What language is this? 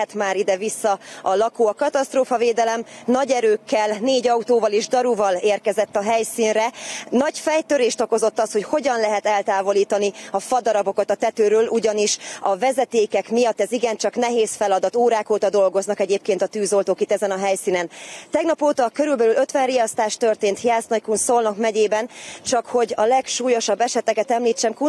Hungarian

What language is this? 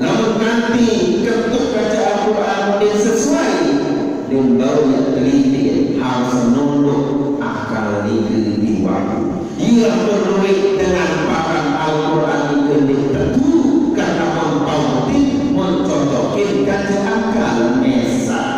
Sasak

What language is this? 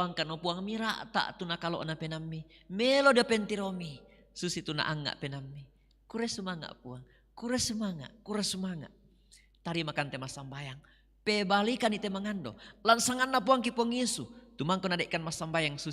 Toraja-Sa'dan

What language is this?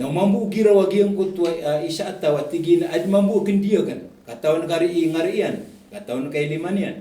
Maranao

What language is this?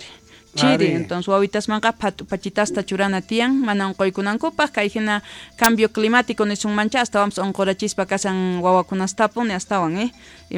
South Bolivian Quechua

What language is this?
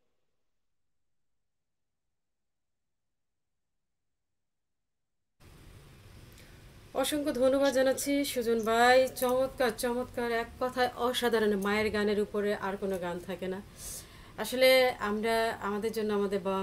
Bangla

